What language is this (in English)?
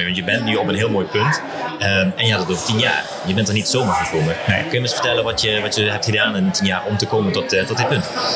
Dutch